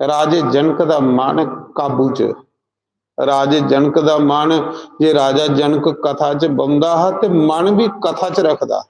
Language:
Dogri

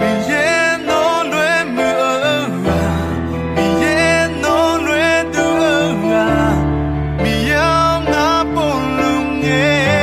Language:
Akha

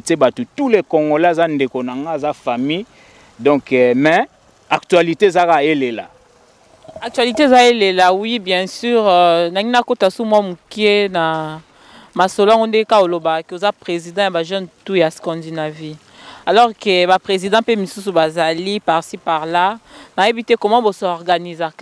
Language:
Lingala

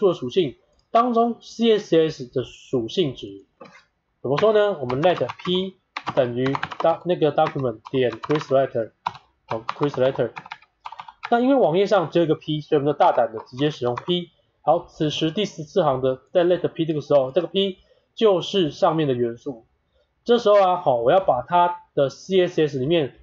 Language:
Chinese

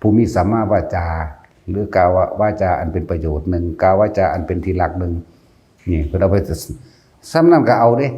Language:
Northeastern Thai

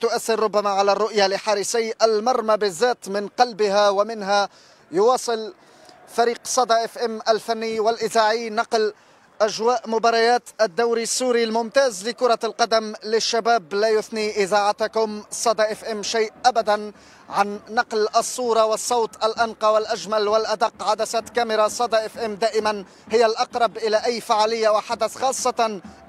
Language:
Arabic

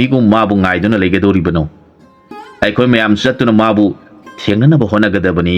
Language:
Manipuri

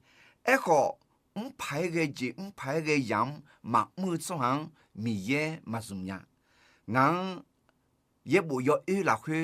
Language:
Akha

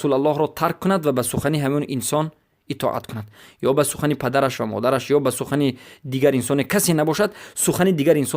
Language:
Persian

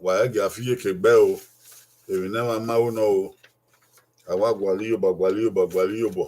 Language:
Bini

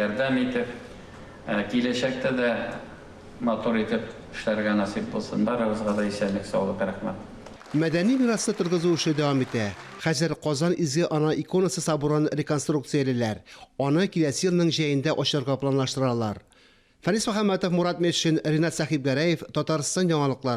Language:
Tatar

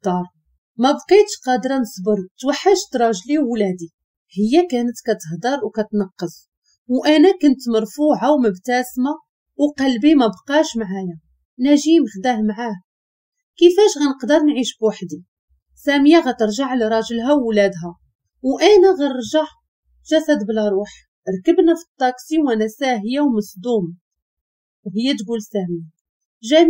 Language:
Moroccan Arabic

